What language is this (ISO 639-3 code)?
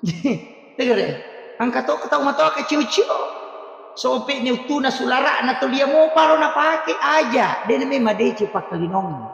bug